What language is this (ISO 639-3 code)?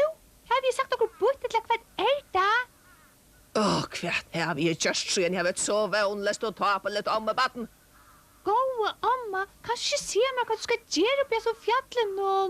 fao